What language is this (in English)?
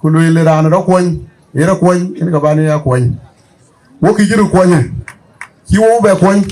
Dinka